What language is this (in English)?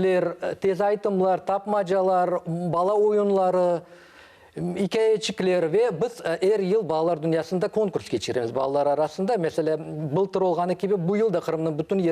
Crimean Tatar